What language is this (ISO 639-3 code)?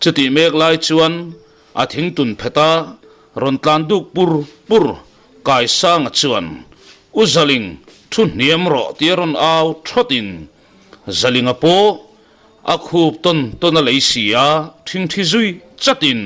lus